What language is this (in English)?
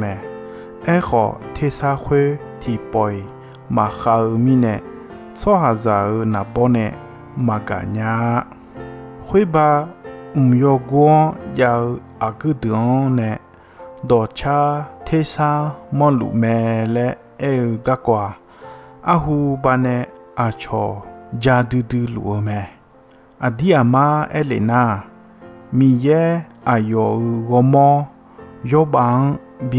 Akha